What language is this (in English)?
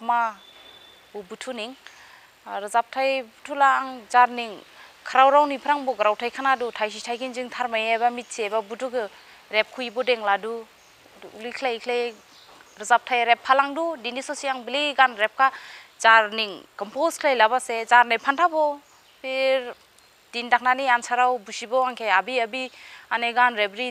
Dimasa